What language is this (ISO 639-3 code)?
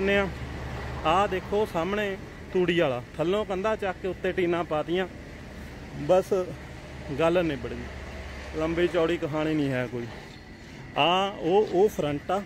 pan